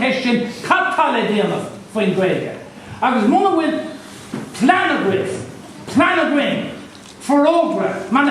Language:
Irish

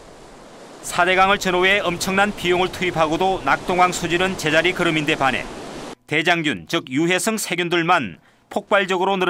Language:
Korean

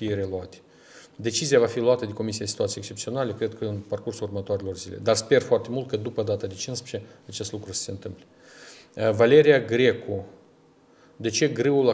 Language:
Romanian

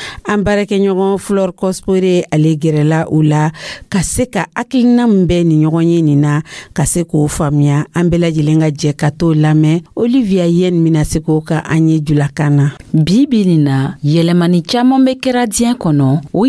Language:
Dyula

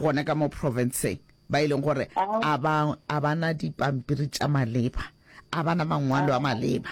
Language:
Northern Sotho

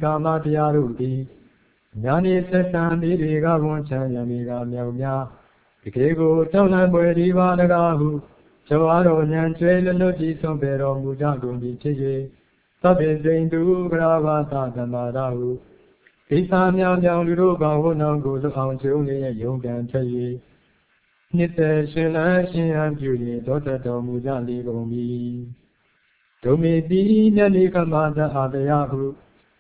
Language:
Burmese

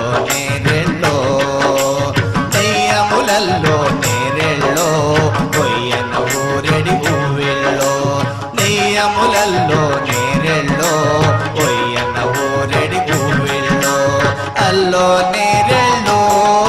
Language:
Telugu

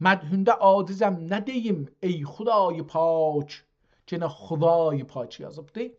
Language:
South Azerbaijani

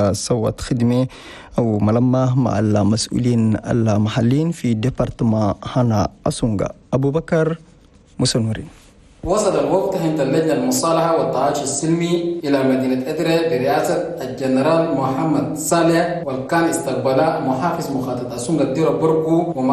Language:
Chadian Arabic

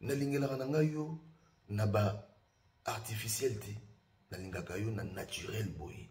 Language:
Lingala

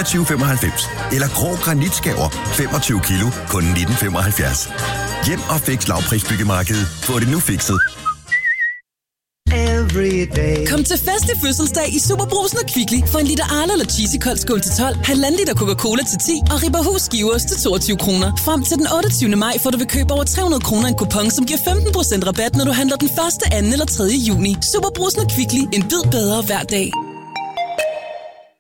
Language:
Danish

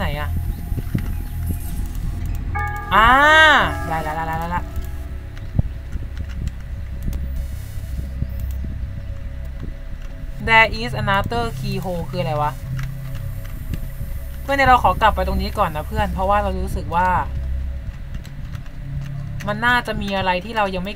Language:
Thai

